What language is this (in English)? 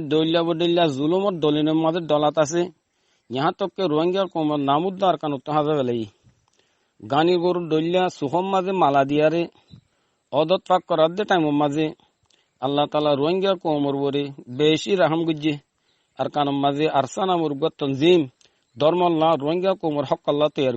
Rohingya